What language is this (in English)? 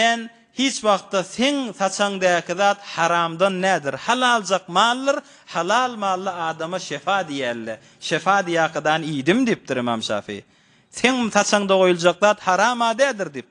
Turkmen